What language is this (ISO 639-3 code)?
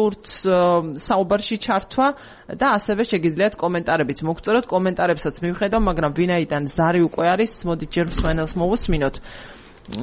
kat